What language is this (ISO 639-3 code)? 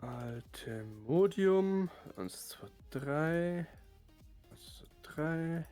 bar